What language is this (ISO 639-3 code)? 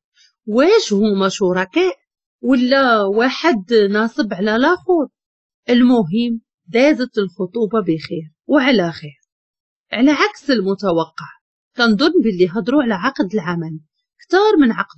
ary